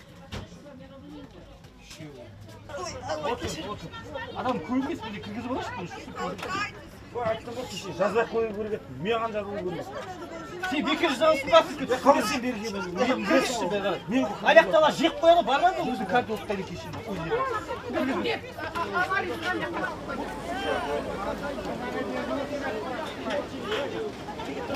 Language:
Kazakh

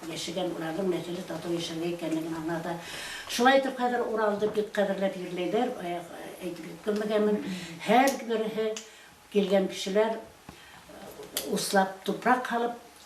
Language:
Bashkir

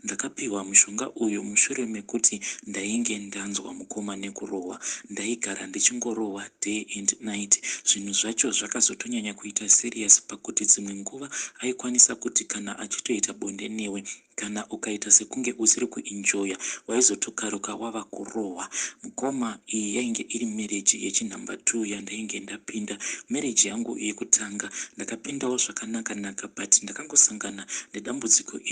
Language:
Shona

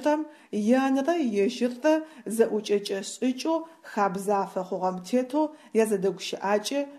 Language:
Adyghe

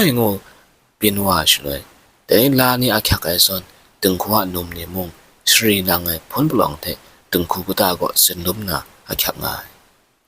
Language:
Kachin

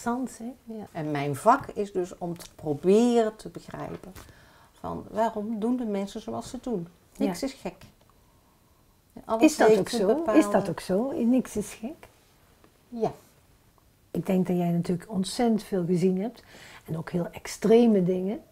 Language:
Dutch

